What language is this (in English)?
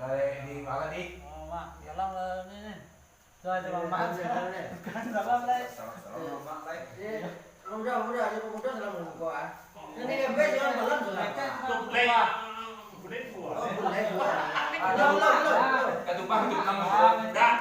Minangkabau